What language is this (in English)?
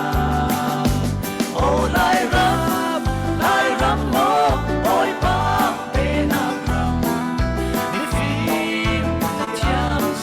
Falam Chin